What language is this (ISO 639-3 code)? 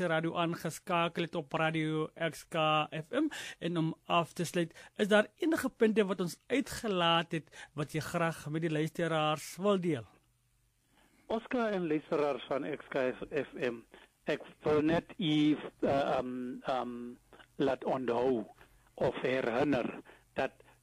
afr